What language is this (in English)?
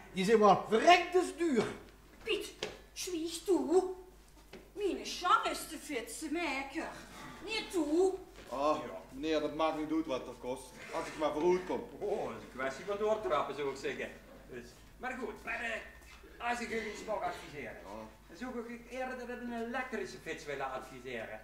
Limburgish